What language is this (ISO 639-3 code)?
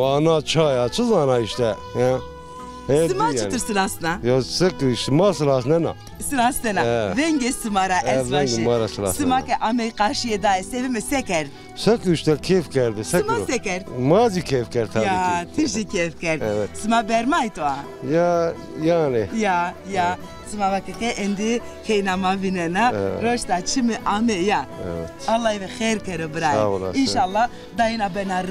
zza